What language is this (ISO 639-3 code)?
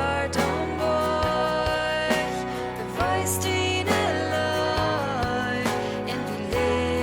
pdt